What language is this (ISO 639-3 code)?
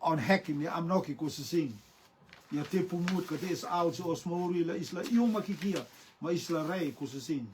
rtm